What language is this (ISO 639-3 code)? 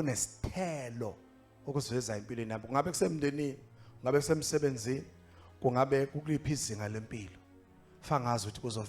zul